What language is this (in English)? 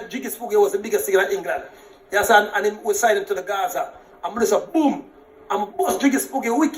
Jamaican Creole English